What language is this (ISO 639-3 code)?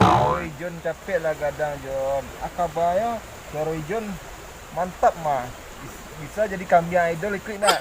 min